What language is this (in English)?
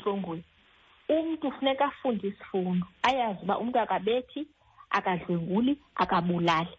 Xhosa